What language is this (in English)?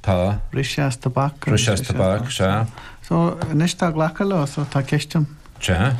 Irish